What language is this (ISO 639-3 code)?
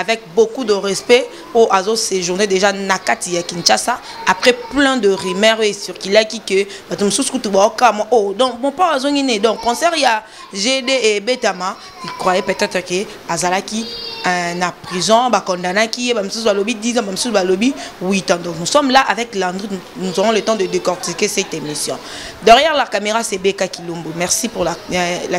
lin